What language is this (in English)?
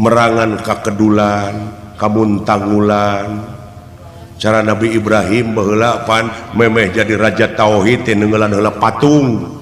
Sundanese